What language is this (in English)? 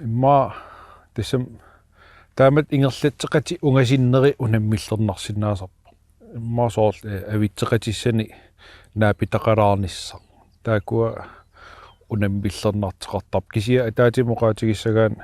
Kalaallisut